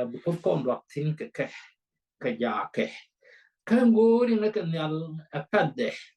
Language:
Nuer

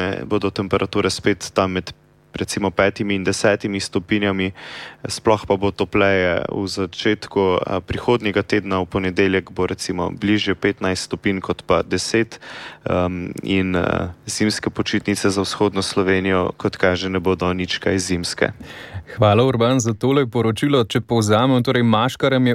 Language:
Slovenian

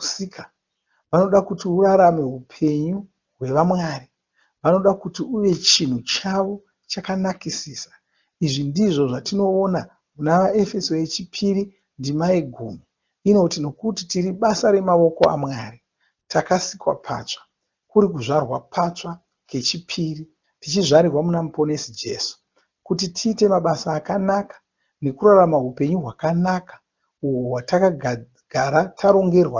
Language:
Shona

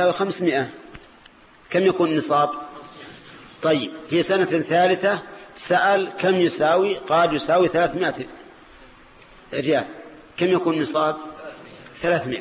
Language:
Arabic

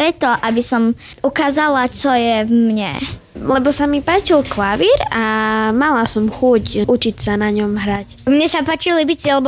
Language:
Slovak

